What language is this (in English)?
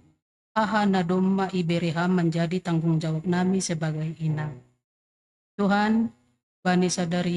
Batak Simalungun